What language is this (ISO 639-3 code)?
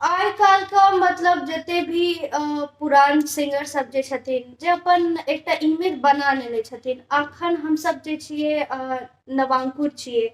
mai